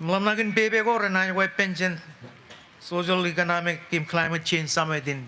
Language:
Marshallese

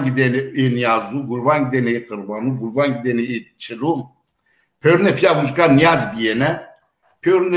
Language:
Zaza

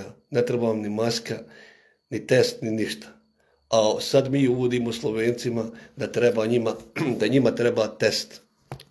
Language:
Bosnian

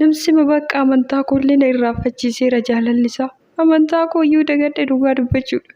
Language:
Oromo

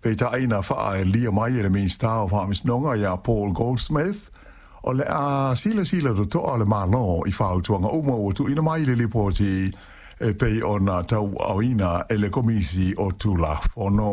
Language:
Samoan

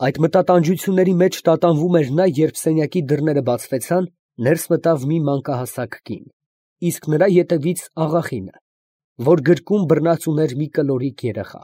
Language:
Armenian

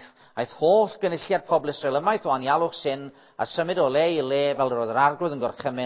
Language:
Welsh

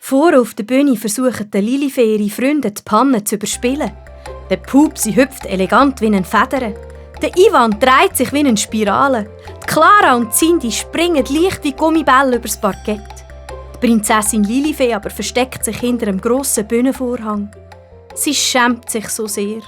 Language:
Swiss German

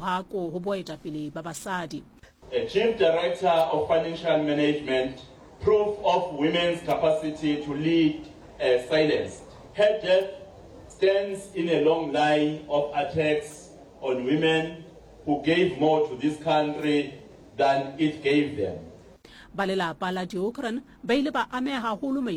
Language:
Southern Sotho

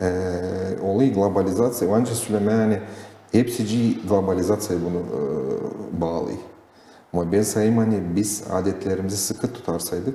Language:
Gagauz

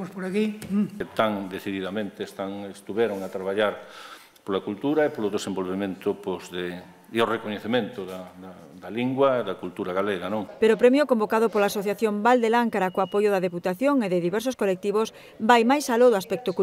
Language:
Galician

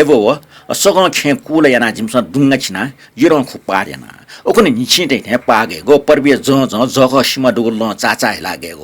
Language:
Newari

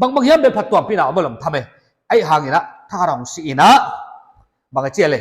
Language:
Paite Chin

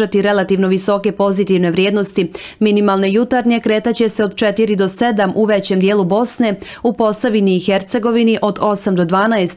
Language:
Bosnian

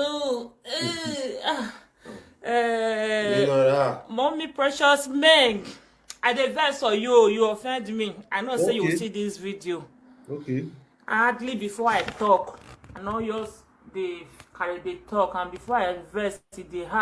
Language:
Nigerian Pidgin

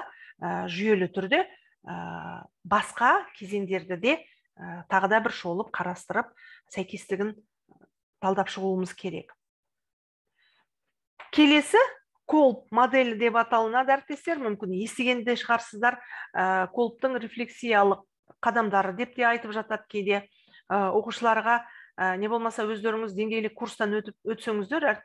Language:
Kazakh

